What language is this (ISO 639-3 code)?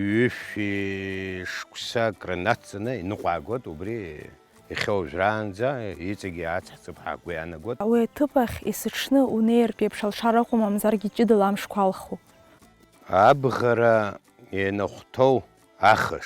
abk